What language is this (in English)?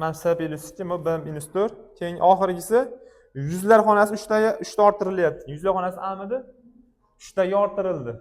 Uzbek